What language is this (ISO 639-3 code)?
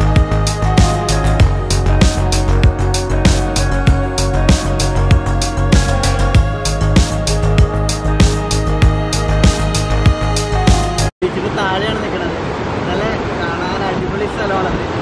mal